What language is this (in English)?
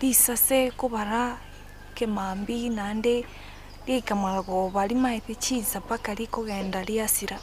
Gusii